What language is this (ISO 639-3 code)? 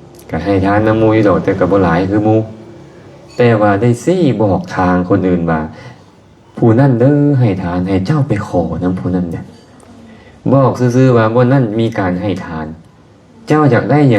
lao